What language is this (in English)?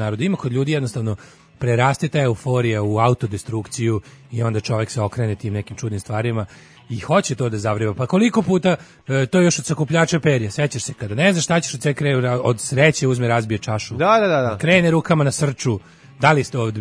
Serbian